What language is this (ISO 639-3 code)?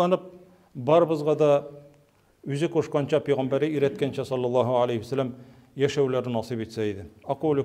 tat